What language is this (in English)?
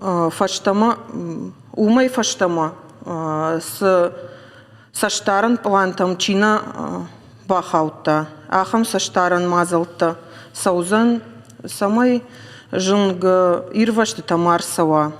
Ossetic